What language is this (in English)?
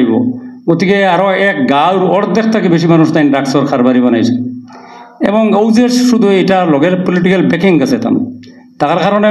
Sylheti